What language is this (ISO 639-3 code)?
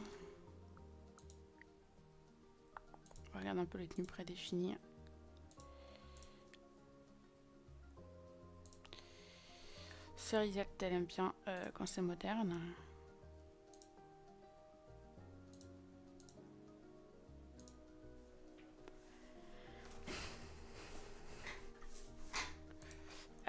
fra